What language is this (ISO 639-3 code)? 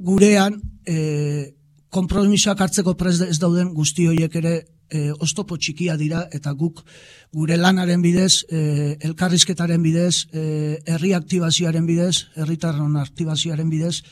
eus